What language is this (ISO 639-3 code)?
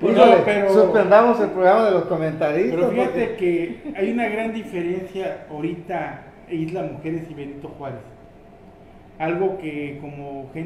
spa